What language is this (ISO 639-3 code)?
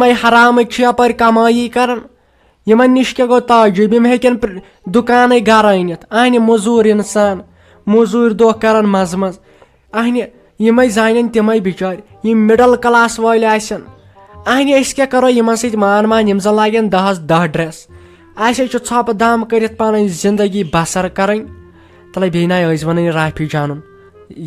kas